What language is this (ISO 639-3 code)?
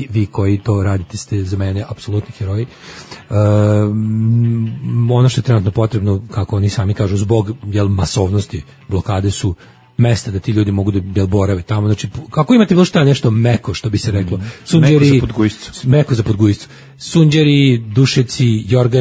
srp